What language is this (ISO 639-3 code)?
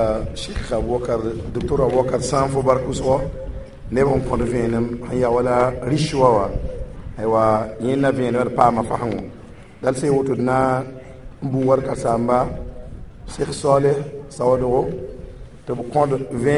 mos